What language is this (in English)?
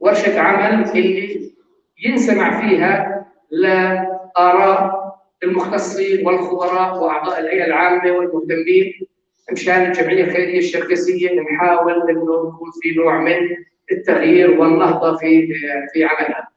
North Levantine Arabic